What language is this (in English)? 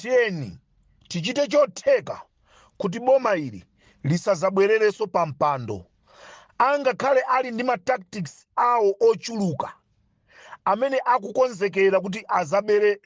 Nyanja